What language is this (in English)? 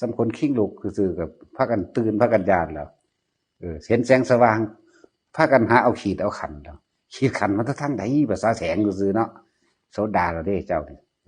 Northeastern Thai